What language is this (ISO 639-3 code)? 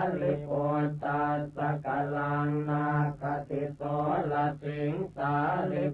pli